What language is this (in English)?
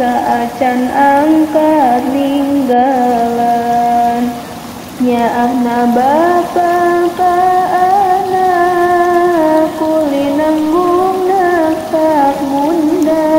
Sundanese